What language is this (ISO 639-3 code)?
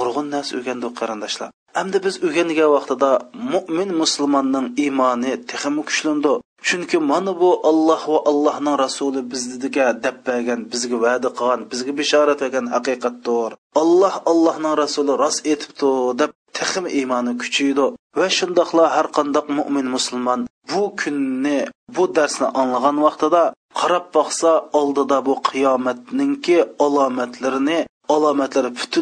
uig